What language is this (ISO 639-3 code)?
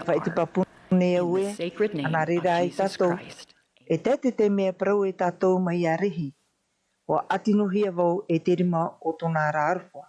tah